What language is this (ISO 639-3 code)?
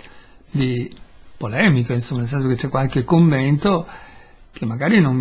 ita